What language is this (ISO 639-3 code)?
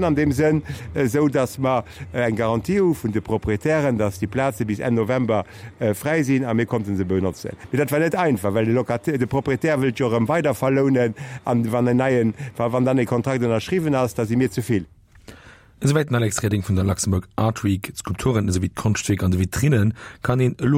ltz